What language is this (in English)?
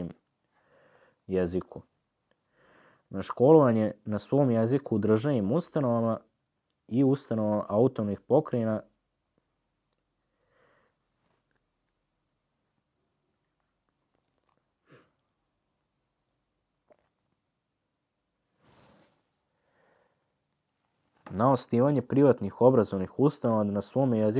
Serbian